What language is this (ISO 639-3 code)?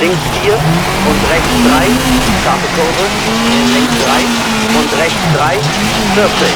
bar